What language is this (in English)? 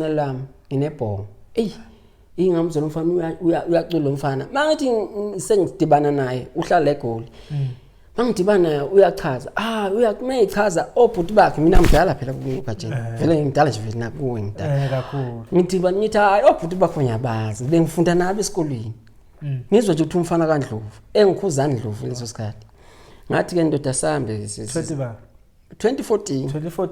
Zulu